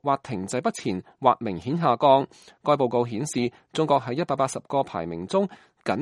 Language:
Cantonese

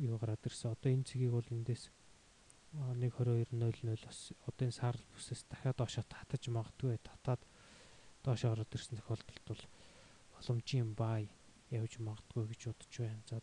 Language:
Mongolian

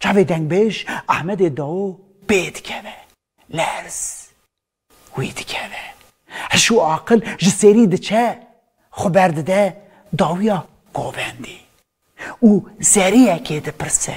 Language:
Kurdish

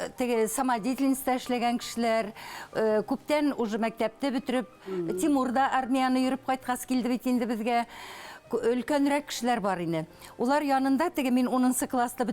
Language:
Bashkir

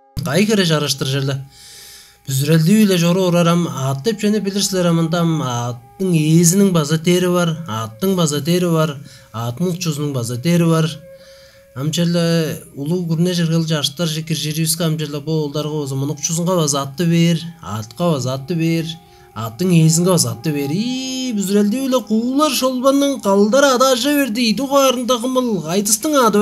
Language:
Tuvinian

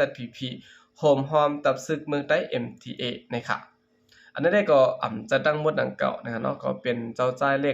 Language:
Shan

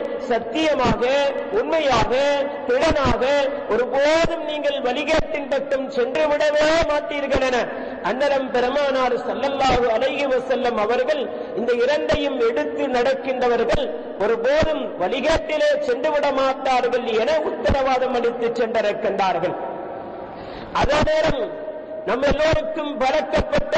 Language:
Tamil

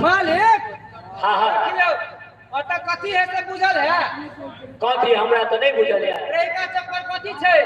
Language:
Maithili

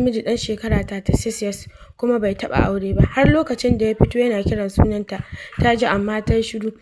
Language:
Hausa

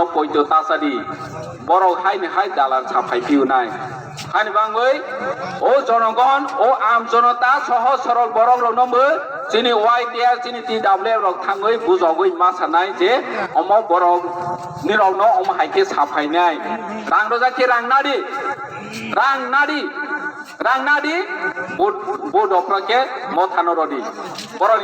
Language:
Kok Borok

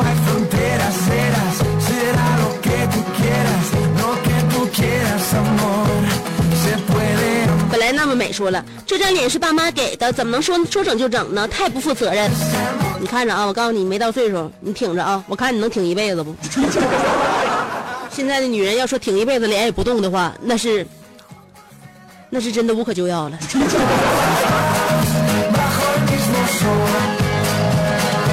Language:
Chinese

